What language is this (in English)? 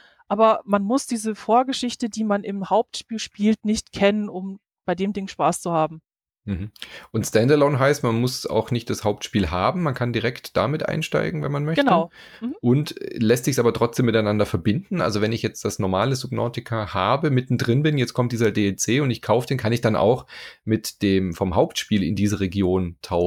German